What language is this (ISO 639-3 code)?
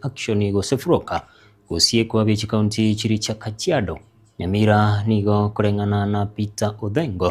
guz